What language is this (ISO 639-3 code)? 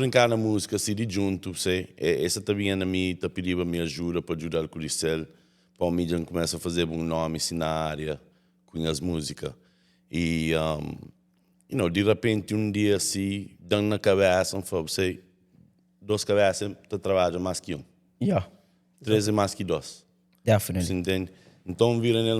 kea